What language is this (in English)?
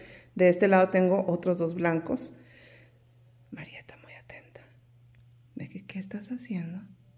Spanish